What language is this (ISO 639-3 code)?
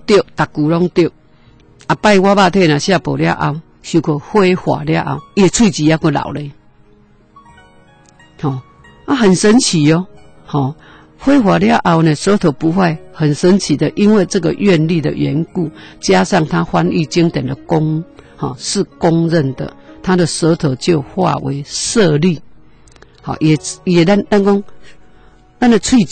nan